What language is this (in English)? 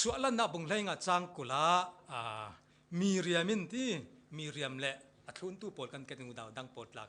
Falam Chin